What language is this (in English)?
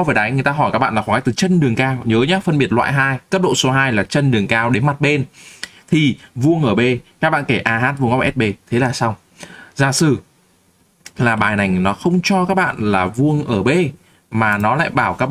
Vietnamese